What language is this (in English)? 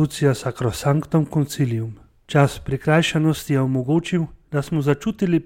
Slovenian